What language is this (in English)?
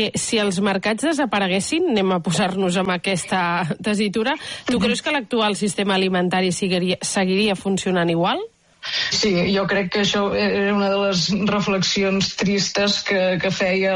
Catalan